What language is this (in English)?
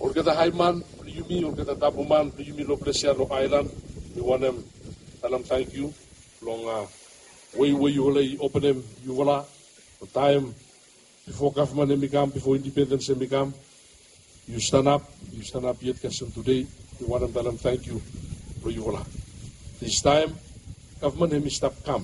Bislama